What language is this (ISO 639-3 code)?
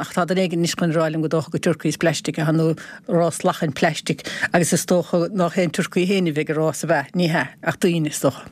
gle